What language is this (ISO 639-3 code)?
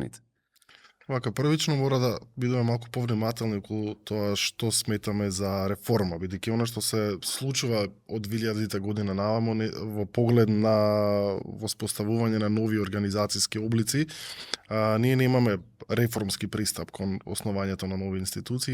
mkd